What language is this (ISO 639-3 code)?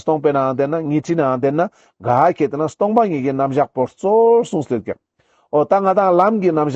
lbj